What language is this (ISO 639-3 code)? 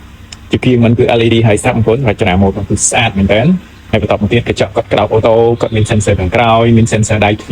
khm